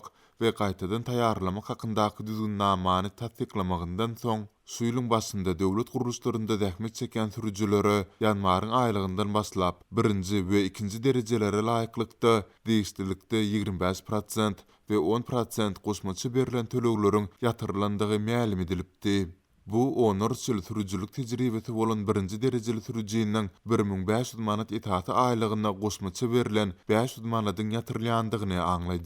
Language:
Turkmen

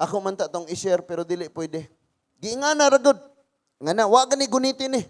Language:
Cebuano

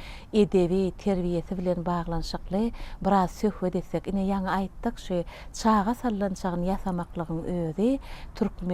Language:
Turkmen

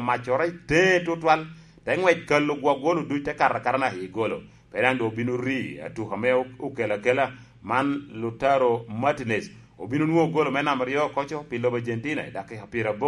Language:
Lango (Uganda)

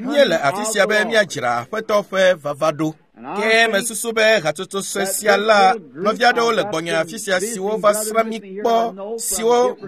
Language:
Ewe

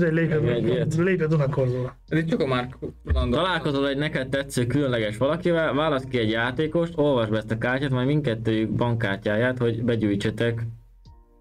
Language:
Hungarian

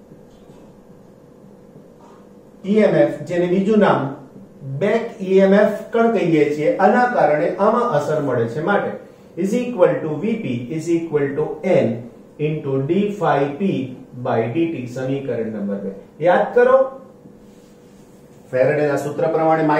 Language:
Gujarati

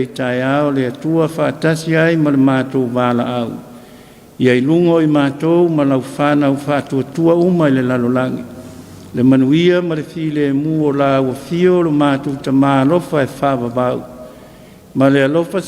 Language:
Samoan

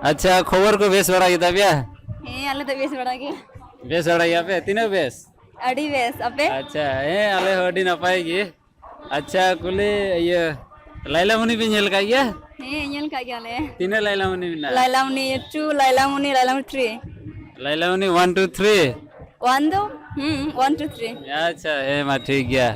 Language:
Santali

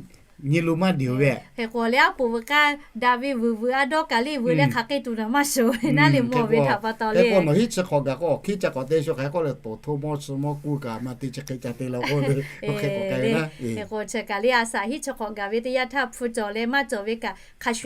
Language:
Lahu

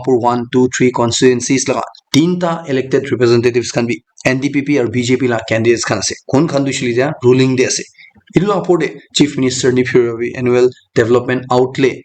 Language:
Naga Pidgin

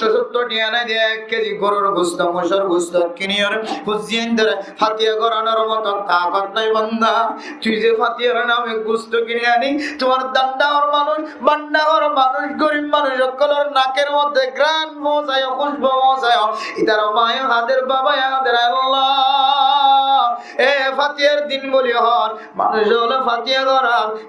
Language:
Rohingya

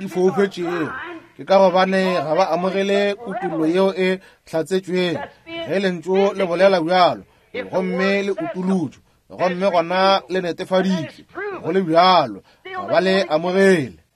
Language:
Northern Sotho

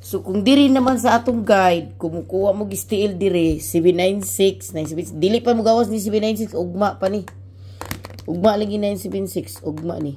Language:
Cebuano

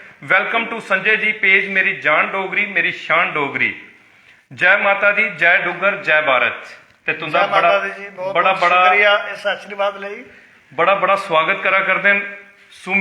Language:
Dogri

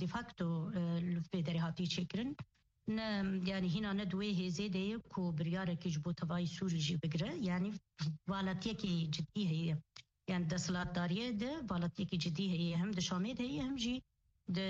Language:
Kurdish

